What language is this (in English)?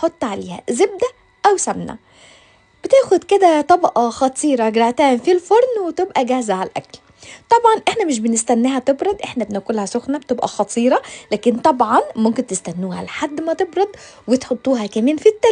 Egyptian Arabic